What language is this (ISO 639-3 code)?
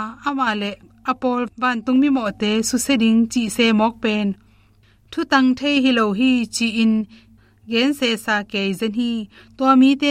ctd